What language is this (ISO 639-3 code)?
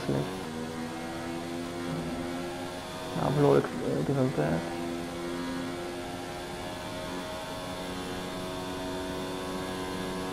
nld